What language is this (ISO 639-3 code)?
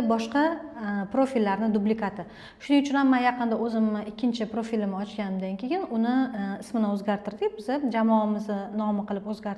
uzb